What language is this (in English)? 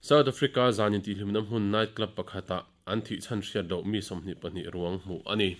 Mizo